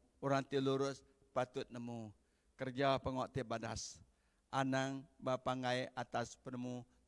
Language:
Iban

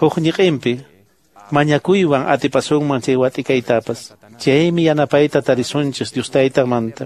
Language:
Quechua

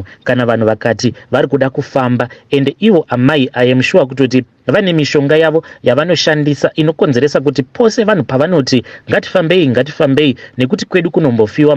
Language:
Shona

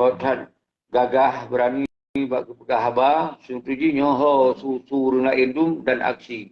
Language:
Achinese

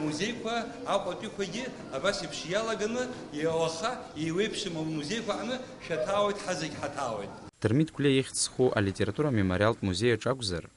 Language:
Abkhazian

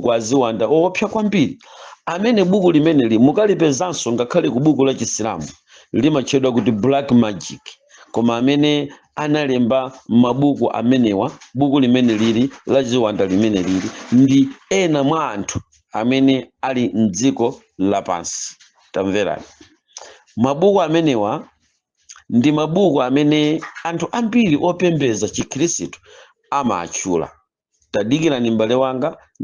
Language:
Nyanja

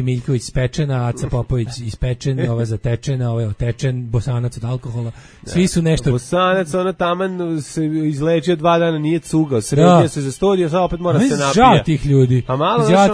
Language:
Serbian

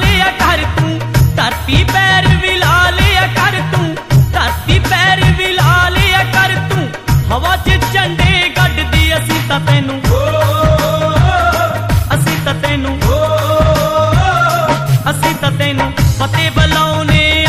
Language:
Punjabi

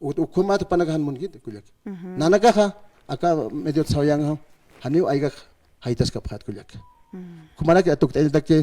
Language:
Aymara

